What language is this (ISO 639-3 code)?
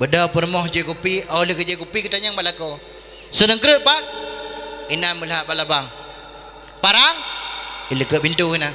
ace